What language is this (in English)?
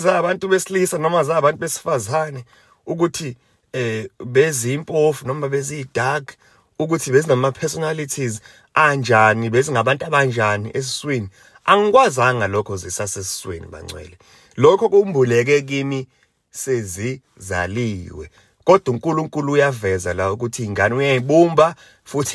Zulu